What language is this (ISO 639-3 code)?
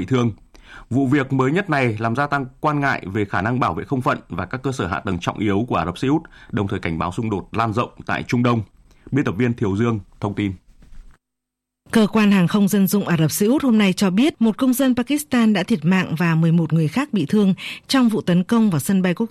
vie